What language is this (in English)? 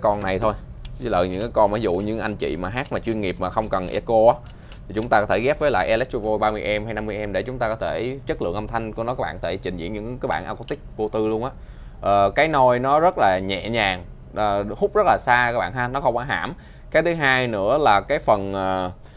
Vietnamese